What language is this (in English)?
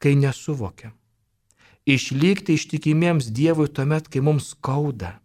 Lithuanian